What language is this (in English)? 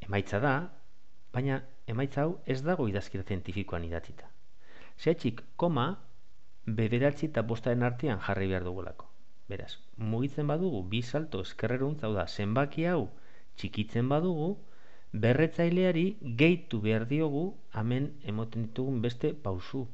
Basque